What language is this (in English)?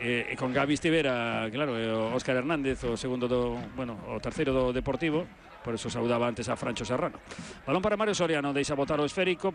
Galician